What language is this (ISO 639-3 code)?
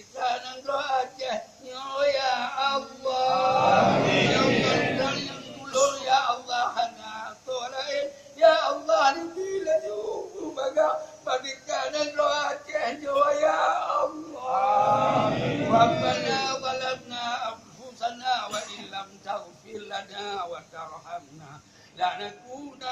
ace